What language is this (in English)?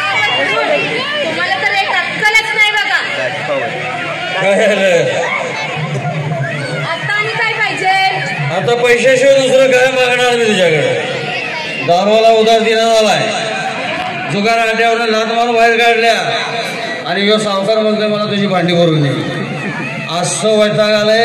Marathi